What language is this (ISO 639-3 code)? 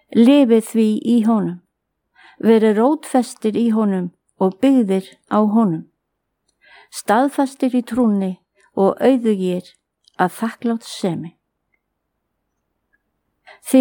isl